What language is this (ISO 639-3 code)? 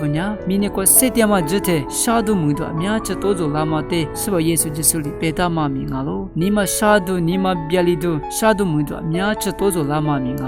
lis